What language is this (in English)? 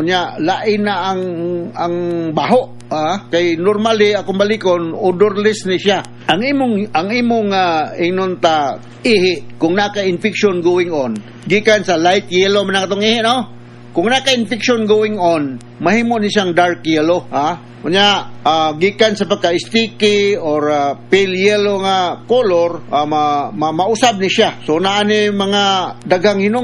Cebuano